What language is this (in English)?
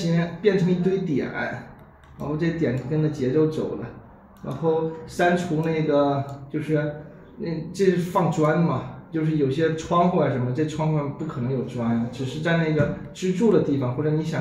Chinese